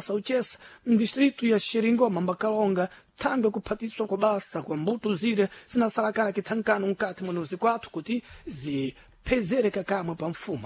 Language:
Sena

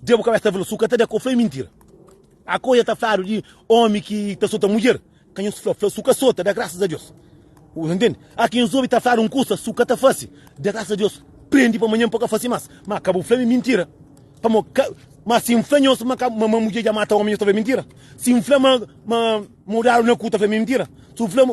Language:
Kabuverdianu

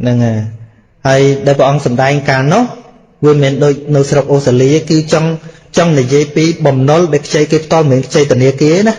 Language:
Khmer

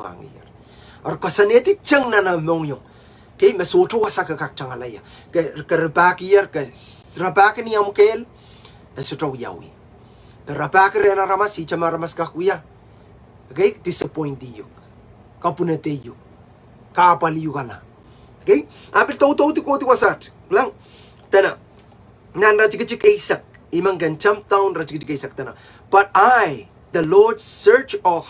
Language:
Pohnpeian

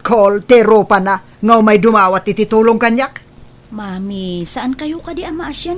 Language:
Iloko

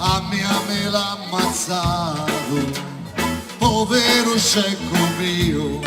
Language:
Sicilian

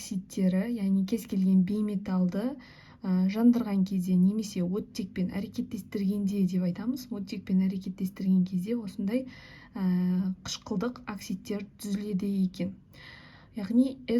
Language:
Kazakh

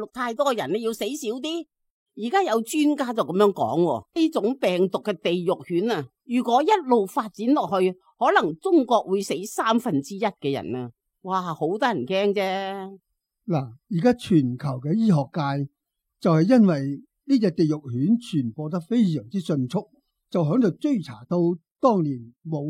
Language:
Cantonese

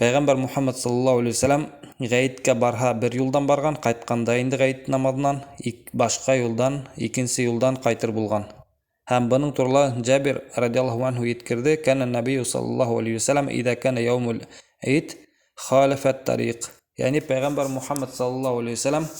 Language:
Bashkir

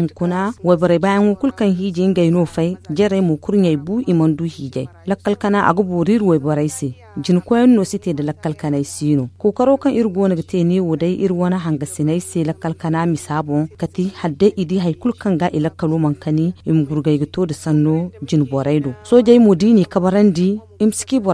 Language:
Zarma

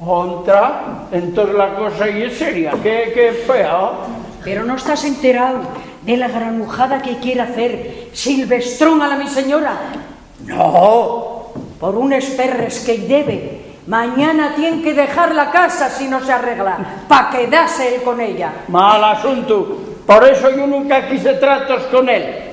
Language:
Asturian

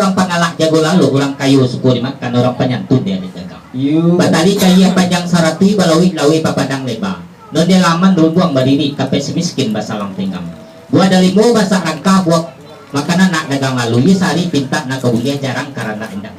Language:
Minangkabau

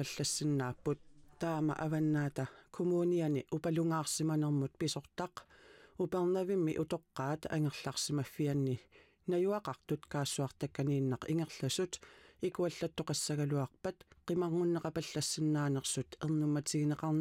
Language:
Kalaallisut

